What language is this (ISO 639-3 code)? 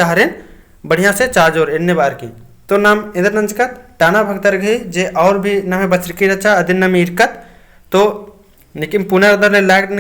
kru